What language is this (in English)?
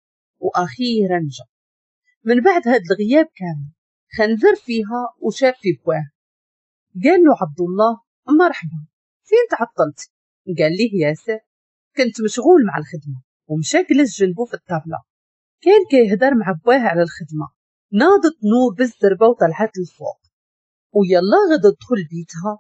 Moroccan Arabic